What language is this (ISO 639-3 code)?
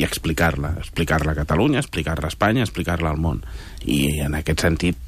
cat